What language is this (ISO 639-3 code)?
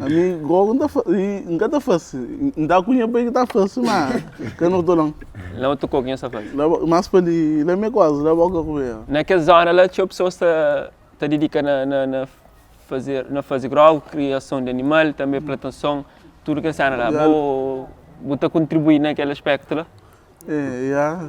kea